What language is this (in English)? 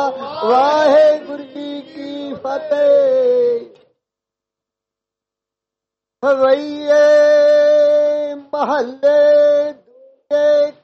Punjabi